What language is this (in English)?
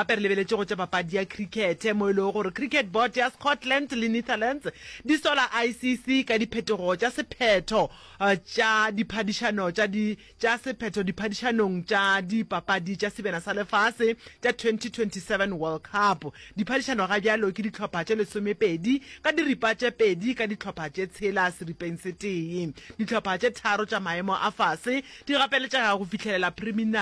Northern Sotho